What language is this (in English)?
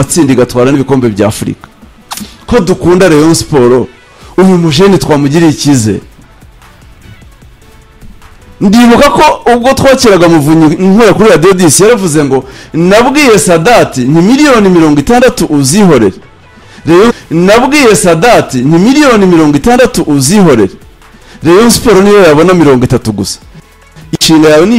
Kinyarwanda